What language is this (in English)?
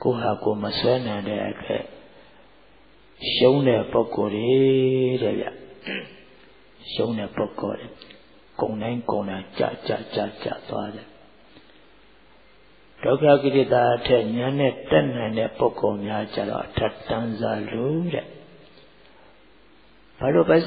Burmese